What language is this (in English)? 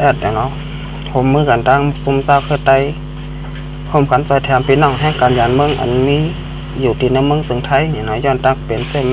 Shan